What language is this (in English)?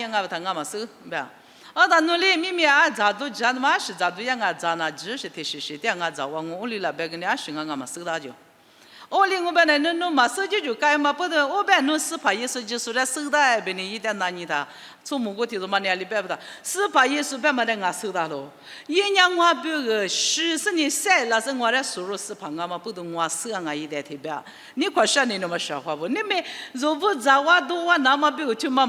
Lisu